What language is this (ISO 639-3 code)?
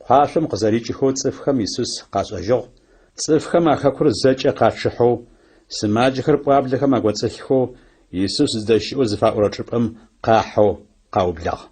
ady